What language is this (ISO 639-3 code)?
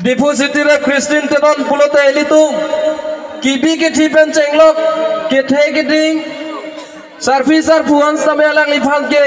mjw